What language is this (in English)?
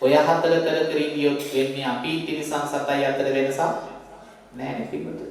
Sinhala